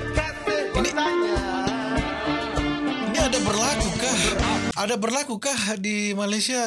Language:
Malay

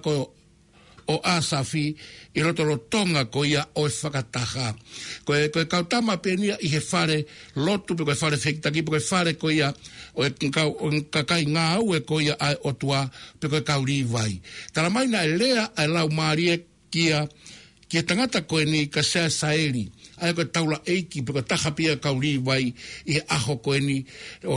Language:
Tongan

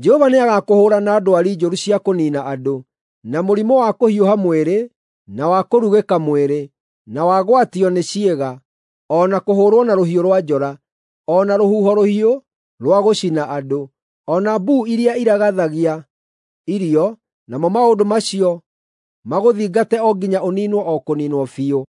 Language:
Kikuyu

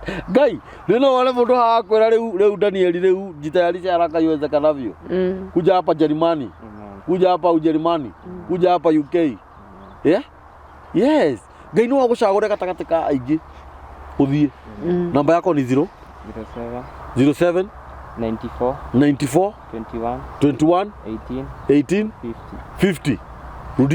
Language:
Kikuyu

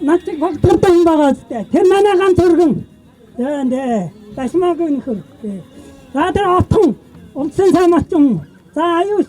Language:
Mongolian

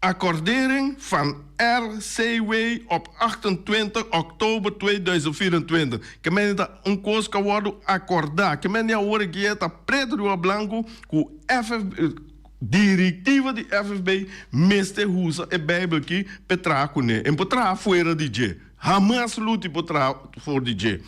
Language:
Papiamento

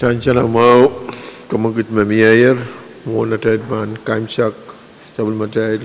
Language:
Pohnpeian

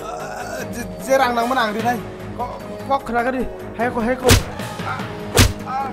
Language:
Kok Borok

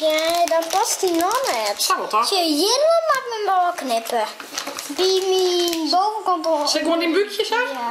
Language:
Western Frisian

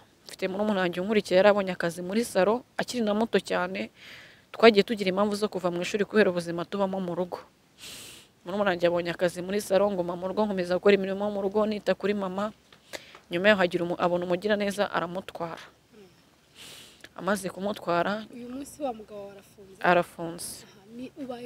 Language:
Kinyarwanda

